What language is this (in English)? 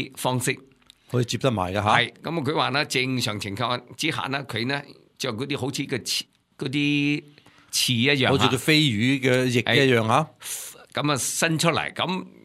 Cantonese